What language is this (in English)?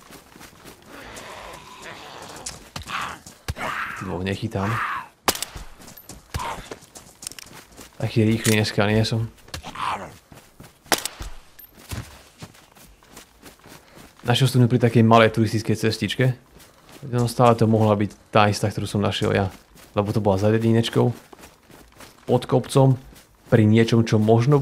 Slovak